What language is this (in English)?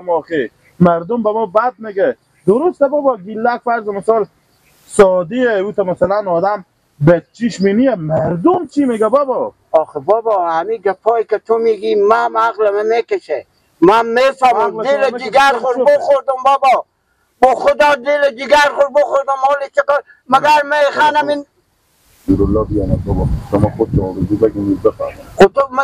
Persian